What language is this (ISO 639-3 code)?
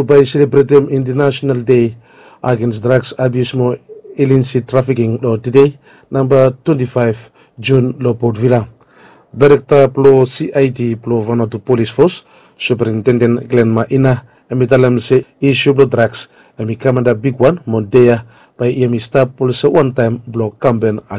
bis